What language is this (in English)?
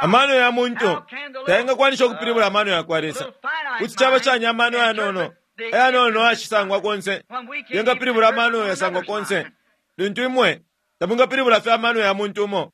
Bemba